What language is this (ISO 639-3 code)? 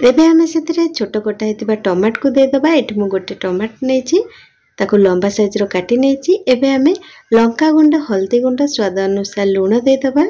ori